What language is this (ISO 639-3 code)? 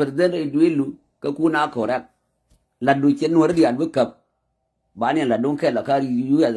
nus